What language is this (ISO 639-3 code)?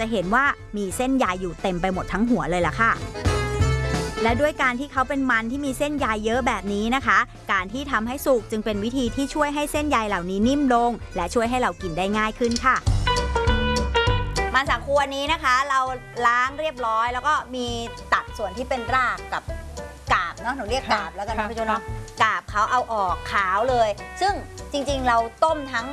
tha